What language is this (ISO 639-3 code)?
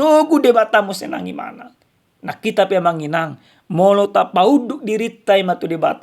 bbc